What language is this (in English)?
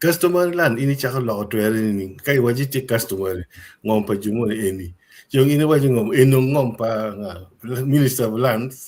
Acoli